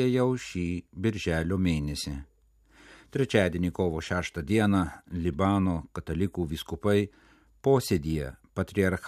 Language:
Lithuanian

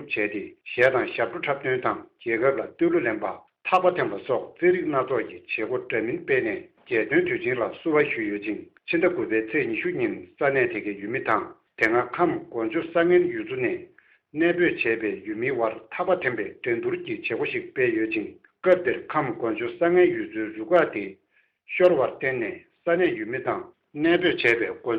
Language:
Tibetan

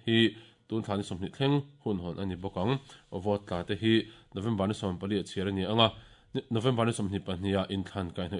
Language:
Mizo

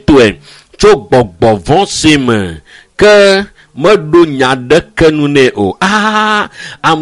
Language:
Ewe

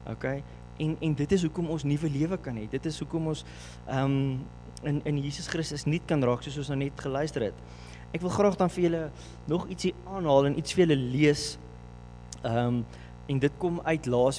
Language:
Afrikaans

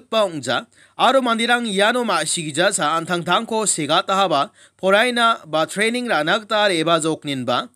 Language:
Garo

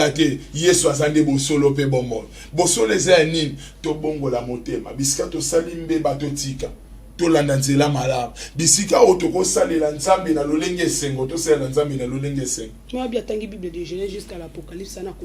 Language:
Lingala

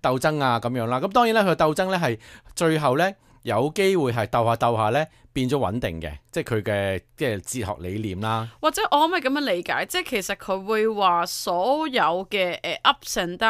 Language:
Cantonese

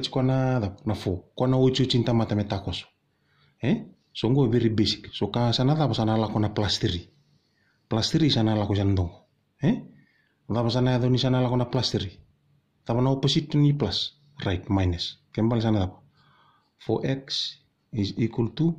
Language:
Fijian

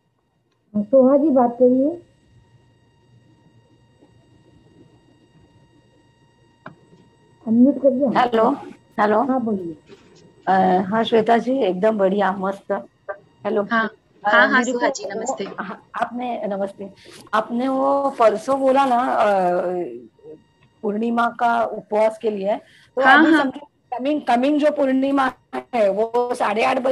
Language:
Hindi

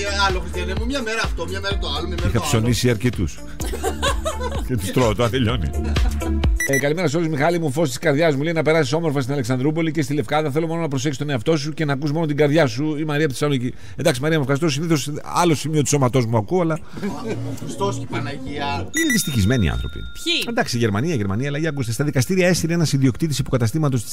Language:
Greek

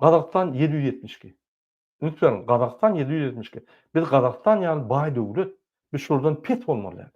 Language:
Turkmen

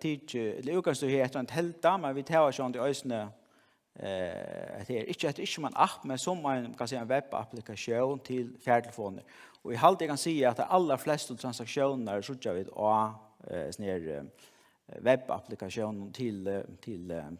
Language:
Faroese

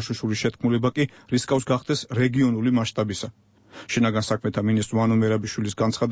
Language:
Georgian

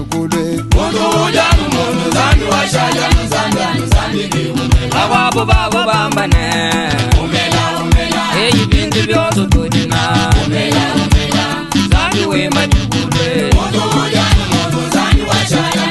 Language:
Luba-Lulua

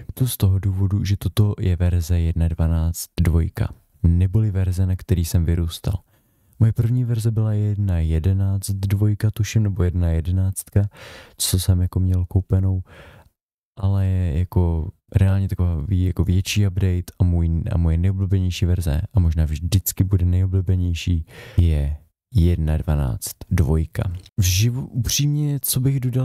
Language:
Czech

